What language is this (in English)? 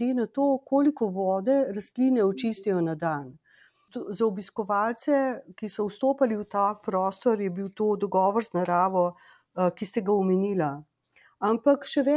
Slovenian